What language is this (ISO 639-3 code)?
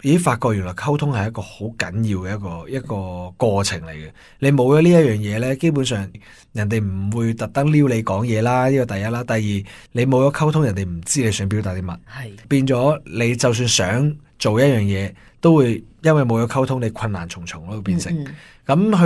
yue